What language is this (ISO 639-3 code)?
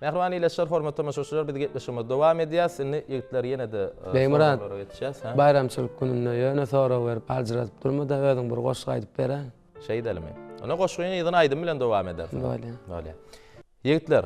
tuk